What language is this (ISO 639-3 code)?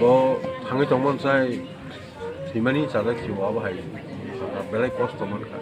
trp